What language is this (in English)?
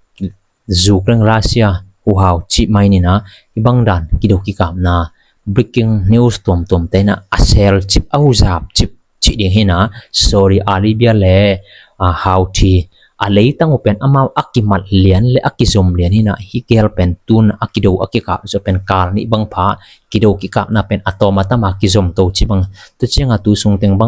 Tedim Chin